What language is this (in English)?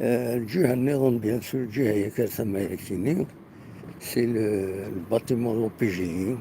Kabyle